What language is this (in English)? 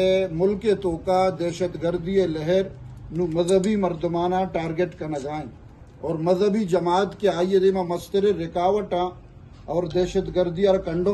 Eastern Balochi